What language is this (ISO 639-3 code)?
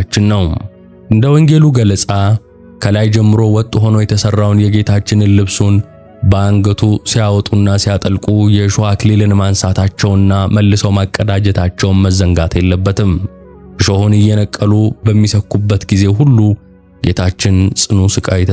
amh